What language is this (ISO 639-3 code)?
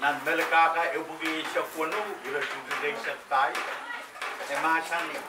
pon